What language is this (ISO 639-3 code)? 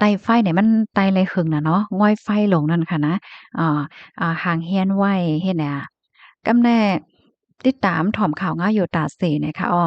shn